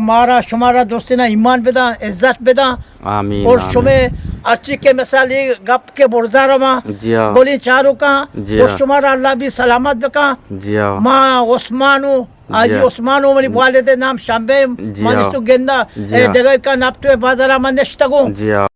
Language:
Eastern Balochi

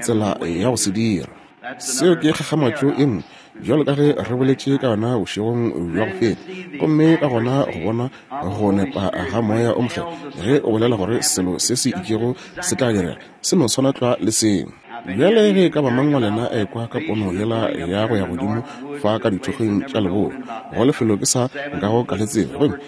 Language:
Northern Sotho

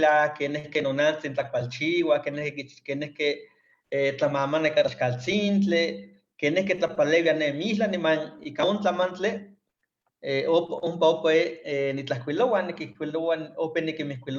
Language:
Eastern Huasteca Nahuatl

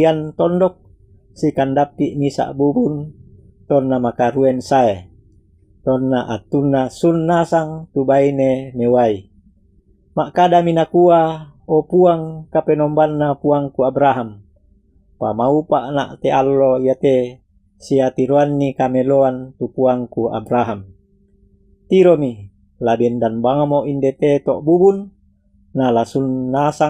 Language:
Toraja-Sa'dan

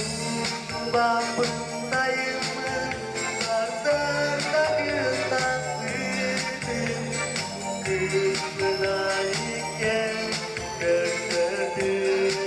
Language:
Yakut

